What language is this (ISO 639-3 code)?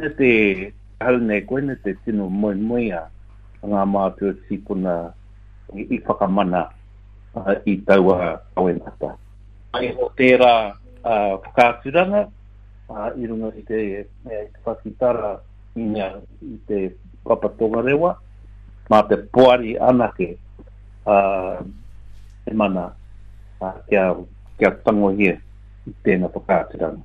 mri